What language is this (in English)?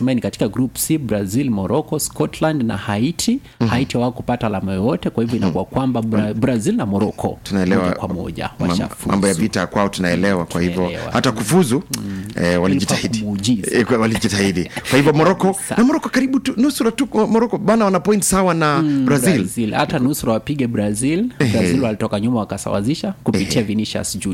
Swahili